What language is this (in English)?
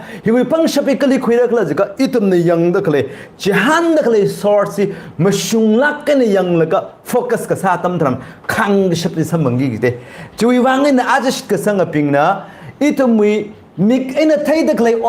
Tangkhul Naga (India)